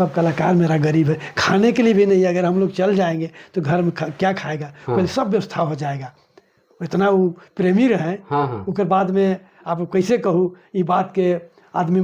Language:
Sadri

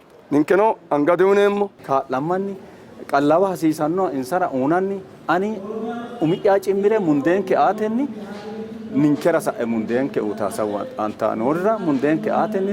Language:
Sidamo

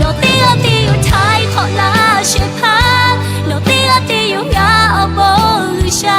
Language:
Lahu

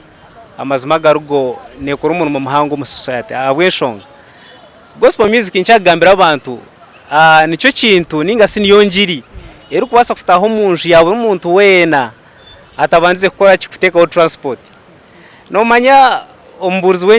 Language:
Nyankole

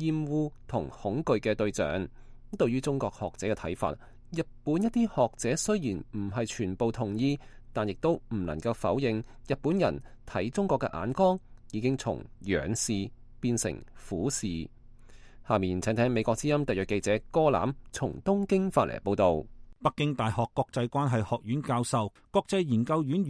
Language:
Cantonese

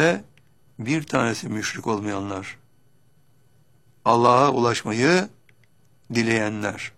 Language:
Turkish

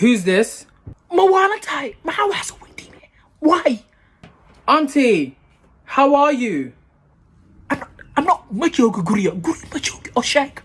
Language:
Somali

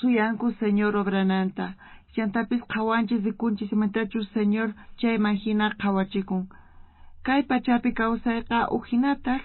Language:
South Bolivian Quechua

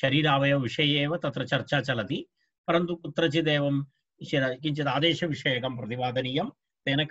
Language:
Sanskrit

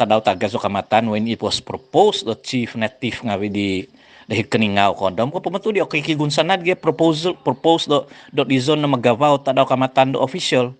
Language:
Central Dusun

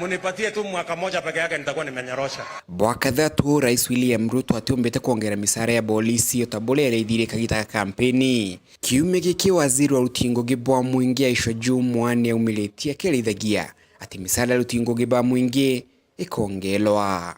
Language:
Meru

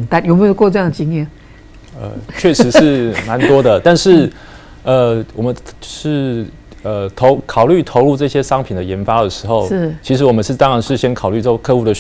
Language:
Chinese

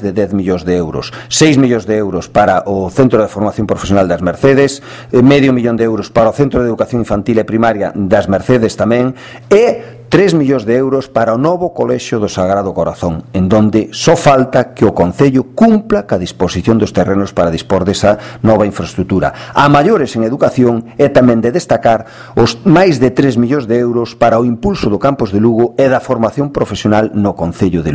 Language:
Galician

